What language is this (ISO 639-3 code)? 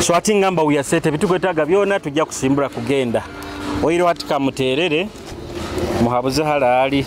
nyo